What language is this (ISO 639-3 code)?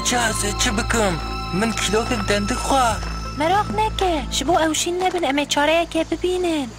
kur